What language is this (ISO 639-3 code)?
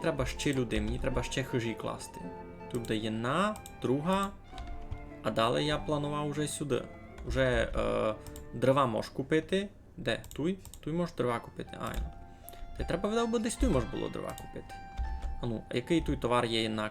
rue